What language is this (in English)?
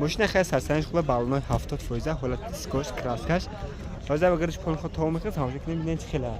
Tajik